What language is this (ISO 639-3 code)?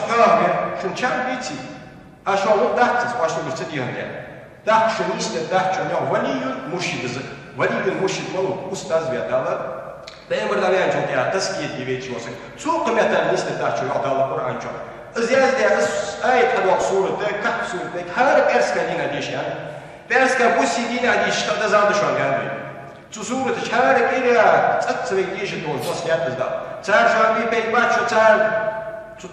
inh